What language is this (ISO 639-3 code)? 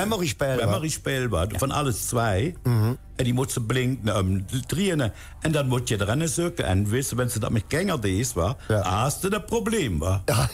lim